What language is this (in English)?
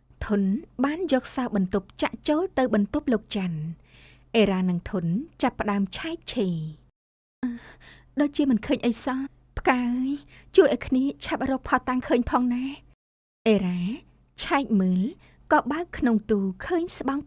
Khmer